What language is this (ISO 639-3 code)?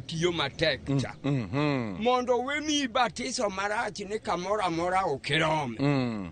luo